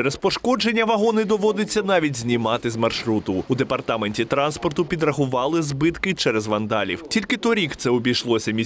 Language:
Ukrainian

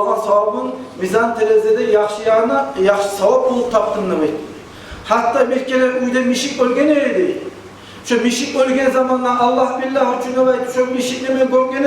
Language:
Kumyk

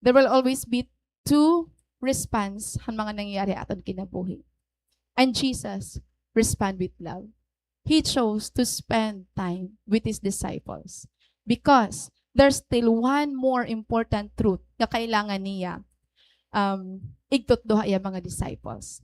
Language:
Waray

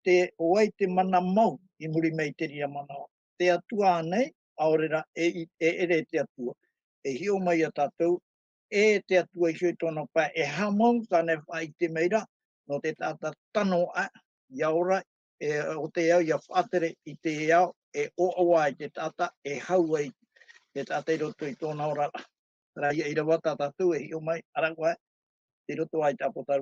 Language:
Tahitian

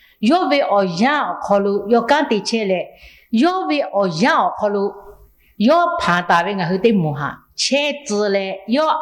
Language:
Lahu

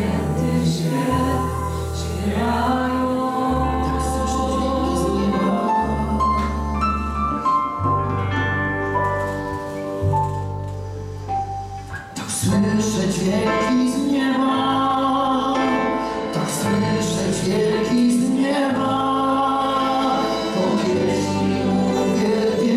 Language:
Polish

